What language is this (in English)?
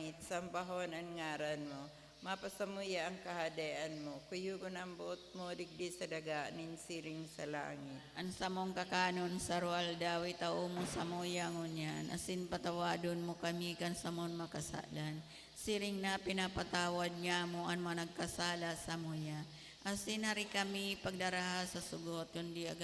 Bikol